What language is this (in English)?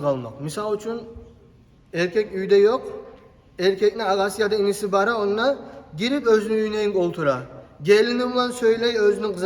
Kumyk